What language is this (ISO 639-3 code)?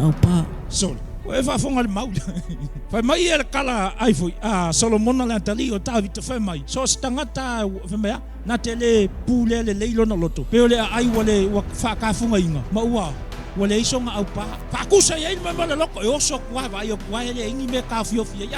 smo